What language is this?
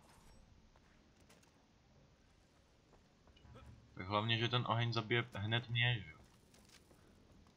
Czech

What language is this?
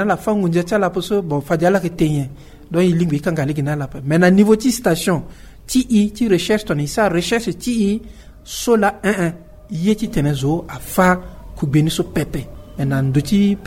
Sango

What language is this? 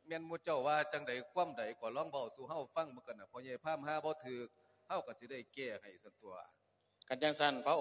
Lao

